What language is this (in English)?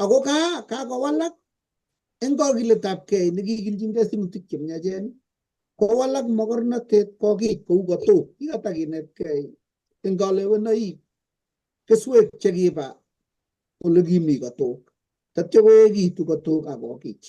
Kalenjin